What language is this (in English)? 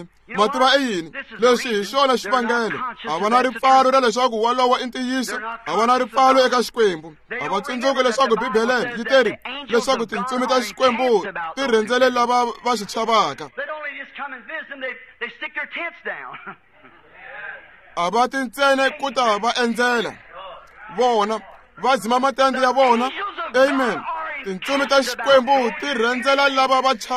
Tsonga